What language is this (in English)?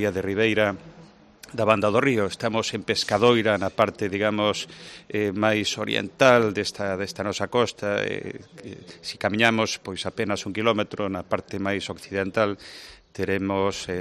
Galician